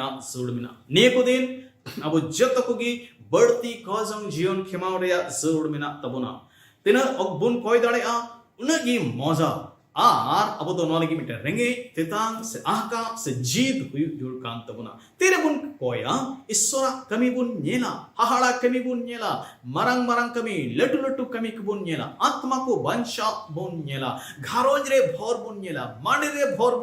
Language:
Santali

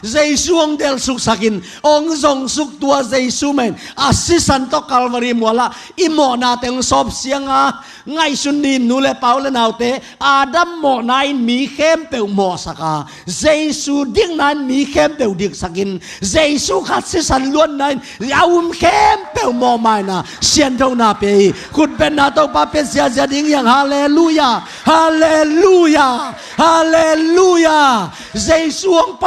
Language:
Tedim Chin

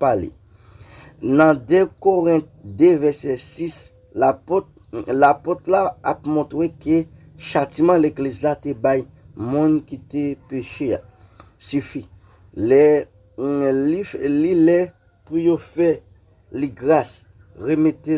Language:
Haitian Creole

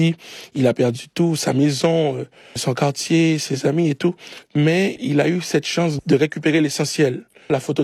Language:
French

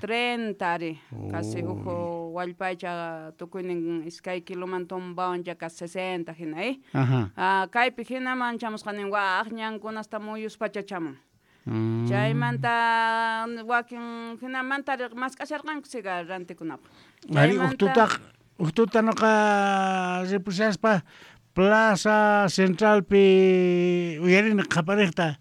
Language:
South Bolivian Quechua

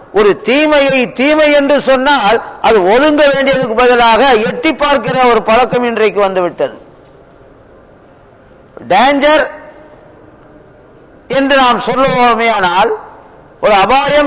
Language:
Tamil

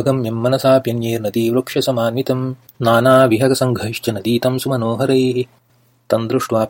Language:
Sanskrit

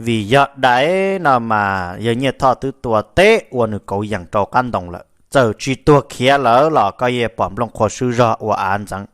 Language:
Hmong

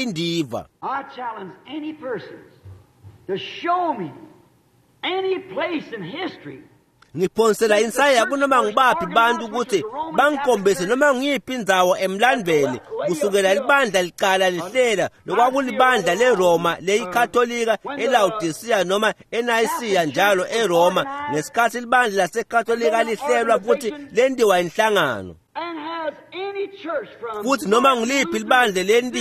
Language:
Swati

